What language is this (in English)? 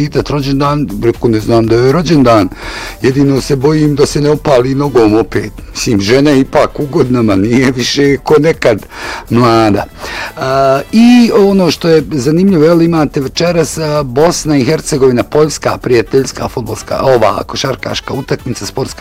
Bosnian